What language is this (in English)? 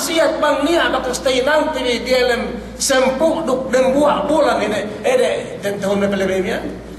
Yakan